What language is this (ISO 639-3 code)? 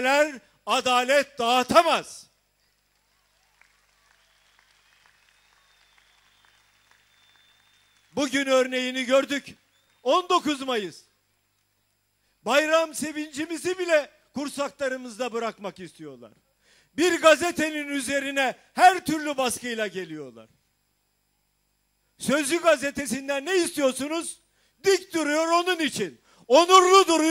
tur